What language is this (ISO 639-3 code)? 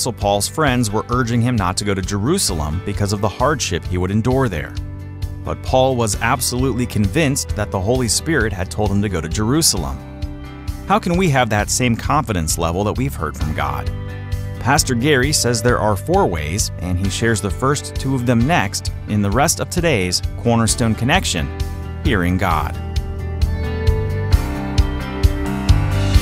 eng